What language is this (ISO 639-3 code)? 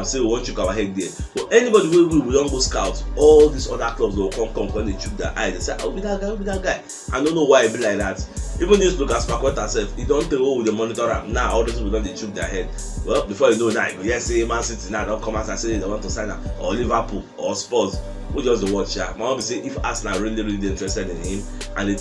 pcm